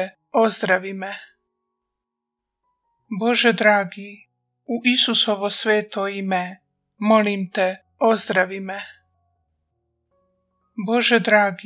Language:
Croatian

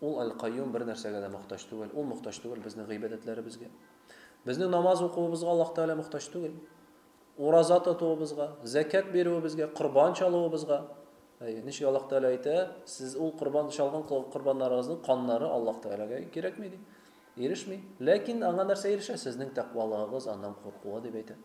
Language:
Tatar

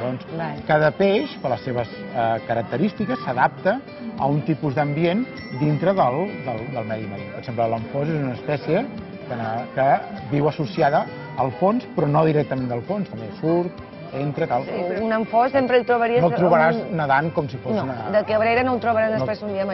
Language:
Catalan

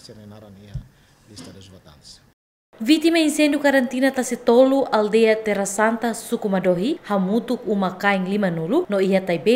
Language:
Tetum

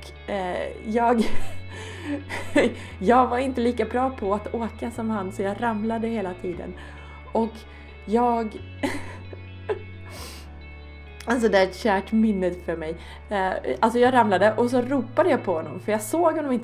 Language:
Swedish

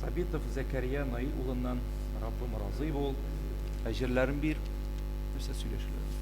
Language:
Tatar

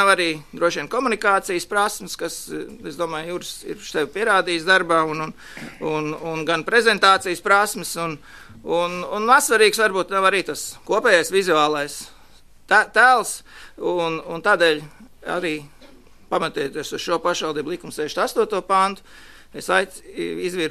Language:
Latvian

